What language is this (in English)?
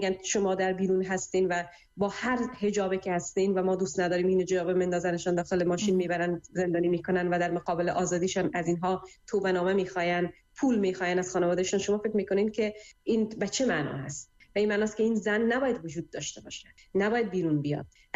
Persian